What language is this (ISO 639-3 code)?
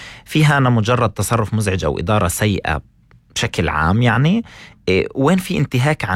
apc